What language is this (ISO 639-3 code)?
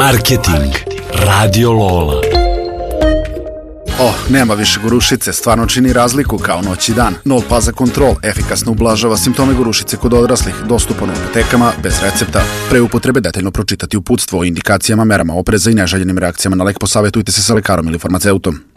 srp